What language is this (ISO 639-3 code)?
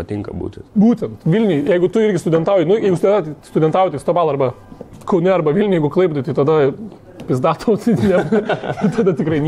lit